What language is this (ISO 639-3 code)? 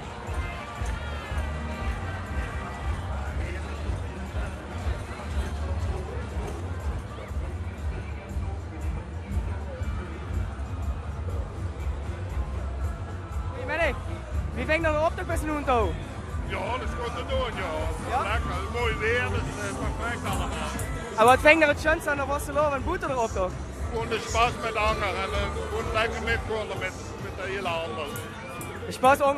lim